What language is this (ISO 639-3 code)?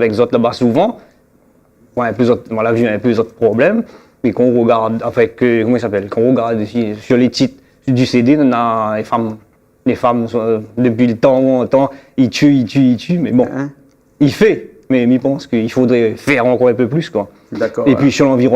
rcf